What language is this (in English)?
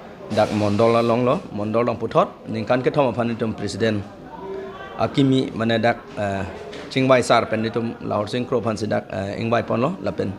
Karbi